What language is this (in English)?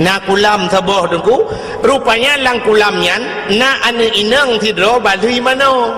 Achinese